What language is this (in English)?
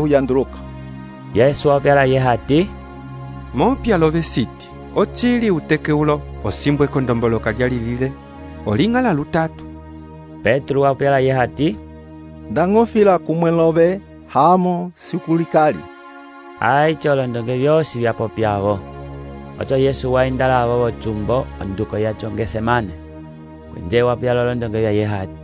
Umbundu